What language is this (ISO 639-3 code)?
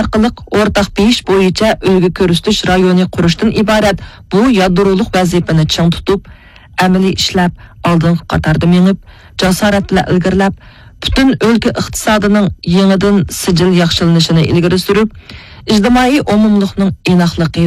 uig